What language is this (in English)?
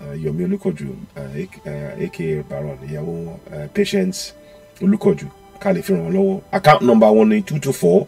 Yoruba